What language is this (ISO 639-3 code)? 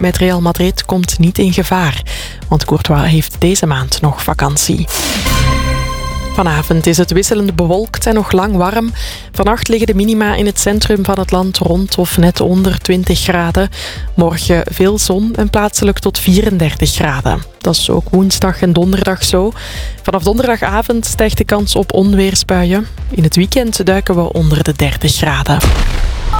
nld